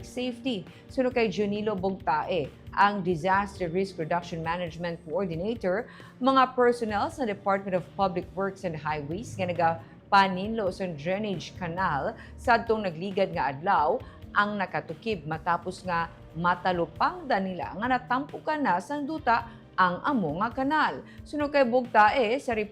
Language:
Hiligaynon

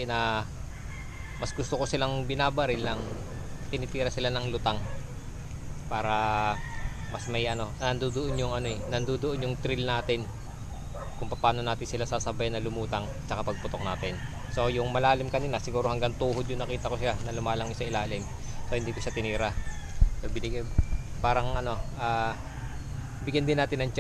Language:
Filipino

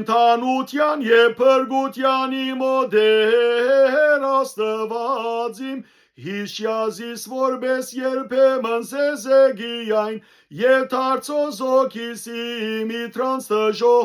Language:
Western Armenian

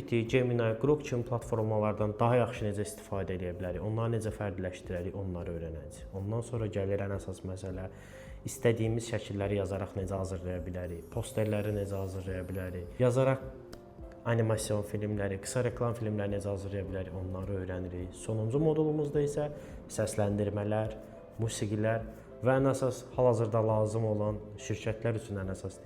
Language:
Azerbaijani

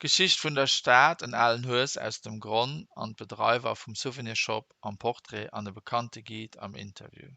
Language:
Luxembourgish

